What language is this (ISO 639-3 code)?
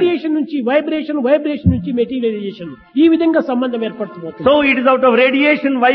tel